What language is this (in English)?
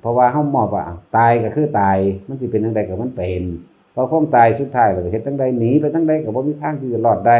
Northeastern Thai